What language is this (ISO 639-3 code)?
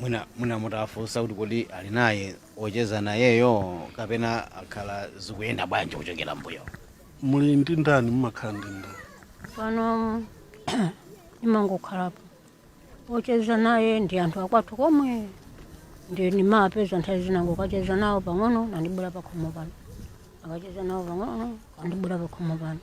nya